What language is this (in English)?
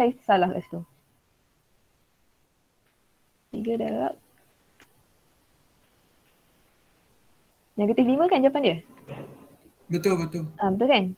Malay